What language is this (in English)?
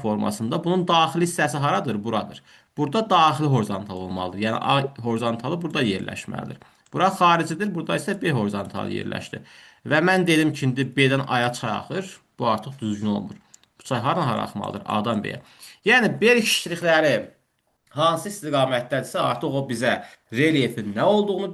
Azerbaijani